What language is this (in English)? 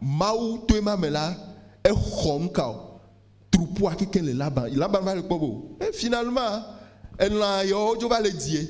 Ewe